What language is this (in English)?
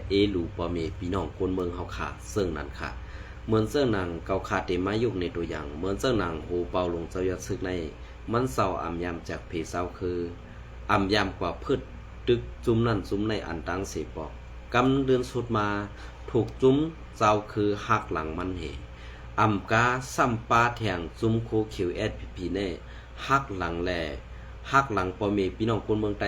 Shan